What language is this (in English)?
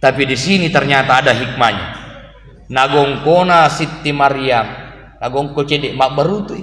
Buginese